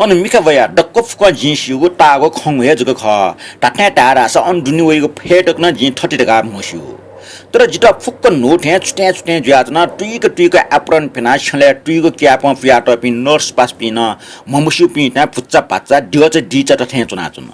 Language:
Newari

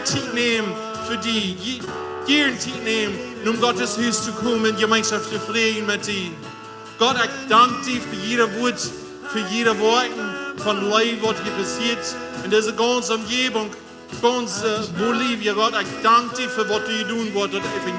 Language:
Plautdietsch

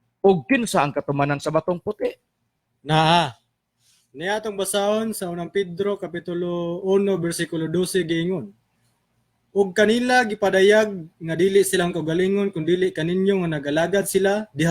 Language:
Cebuano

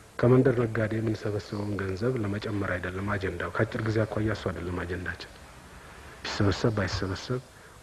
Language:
Amharic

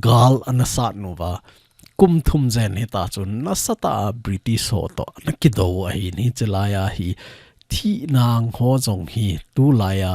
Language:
Thado Chin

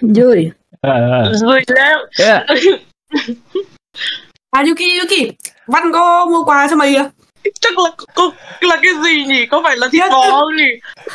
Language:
Vietnamese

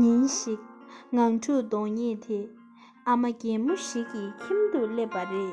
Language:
Tibetan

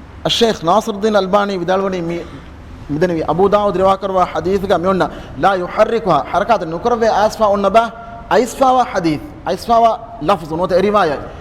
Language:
Divehi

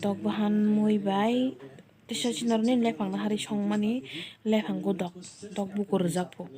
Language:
Kok Borok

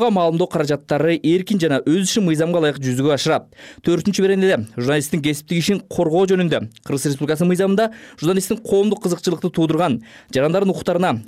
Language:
Kyrgyz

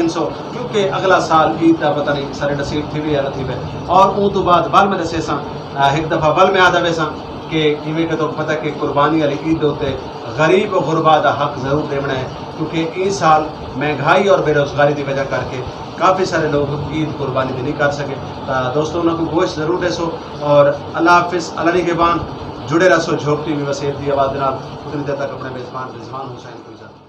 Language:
Saraiki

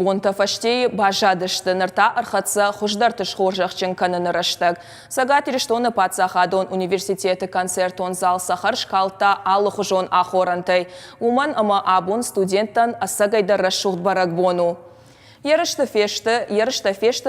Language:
Ossetic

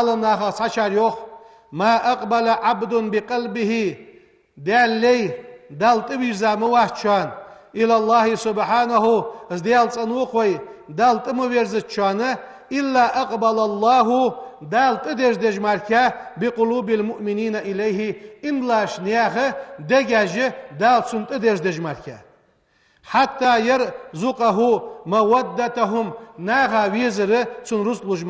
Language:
Ingush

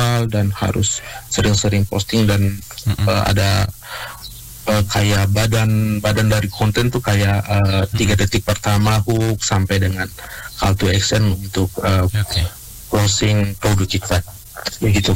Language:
Indonesian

